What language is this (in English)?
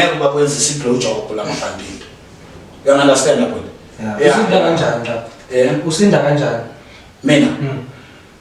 Zulu